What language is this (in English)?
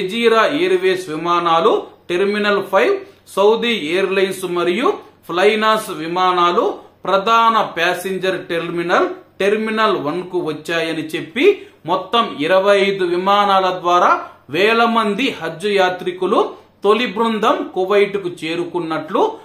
Telugu